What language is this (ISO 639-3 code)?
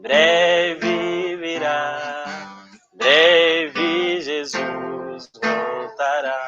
kea